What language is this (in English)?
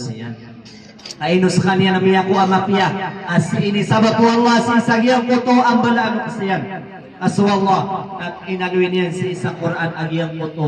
Maranao